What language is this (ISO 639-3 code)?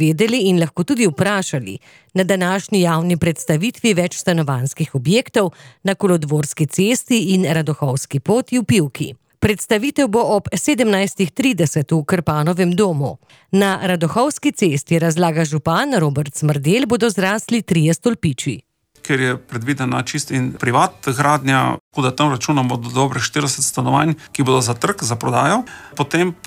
slv